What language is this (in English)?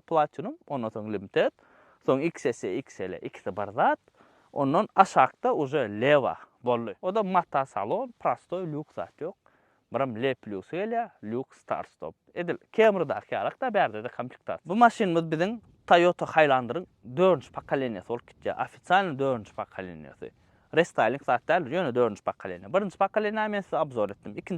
Turkmen